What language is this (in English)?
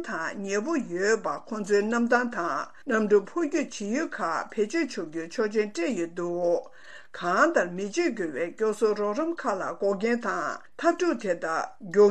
Tibetan